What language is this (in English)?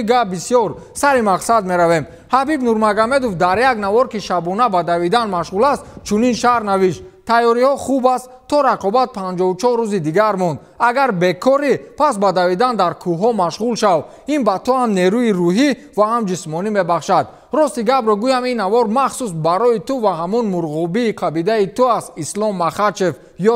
Tajik